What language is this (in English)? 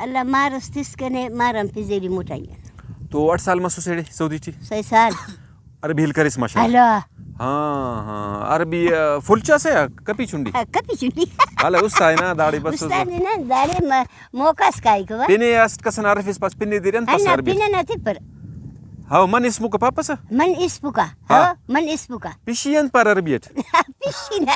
Brahui